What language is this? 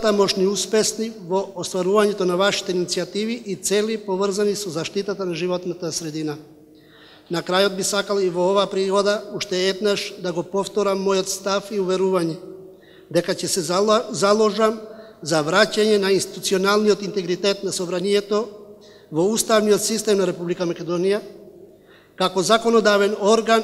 Macedonian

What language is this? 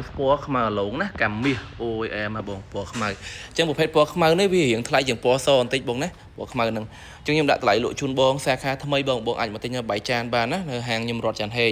Khmer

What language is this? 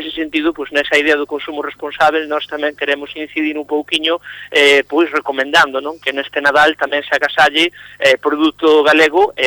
Galician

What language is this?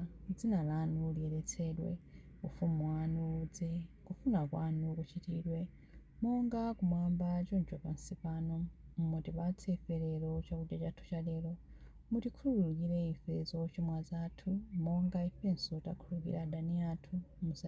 Nyanja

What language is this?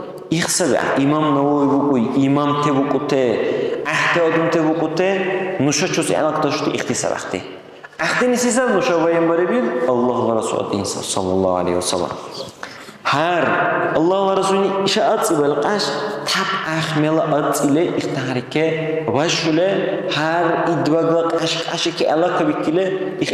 Dargwa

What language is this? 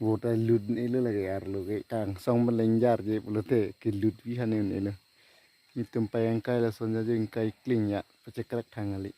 Karbi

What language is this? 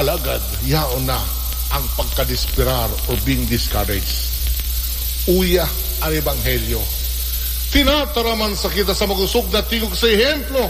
Bikol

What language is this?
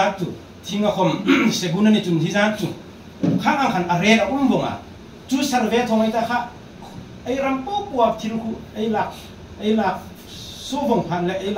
Hmar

